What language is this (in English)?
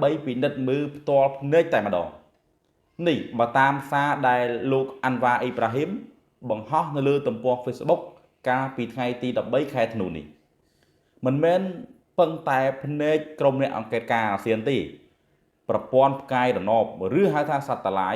Khmer